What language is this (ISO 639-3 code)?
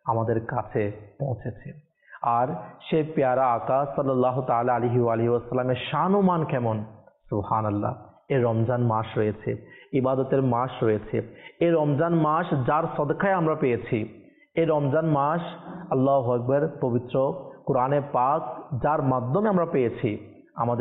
ben